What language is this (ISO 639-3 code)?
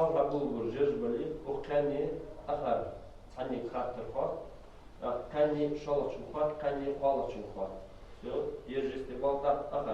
inh